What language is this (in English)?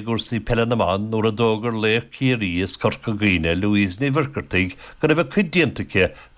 Irish